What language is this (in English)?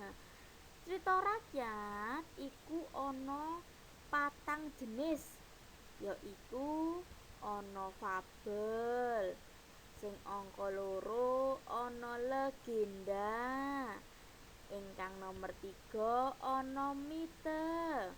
Javanese